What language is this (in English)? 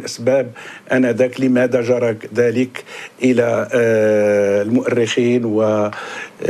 Arabic